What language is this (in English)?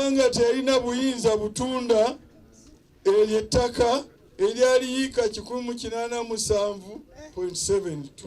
Ganda